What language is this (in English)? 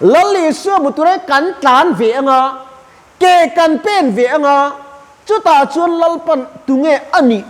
Mizo